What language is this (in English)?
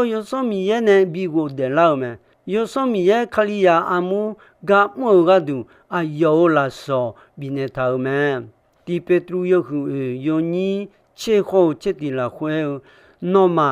Akha